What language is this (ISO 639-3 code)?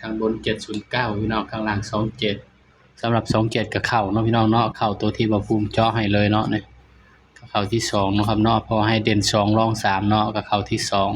tts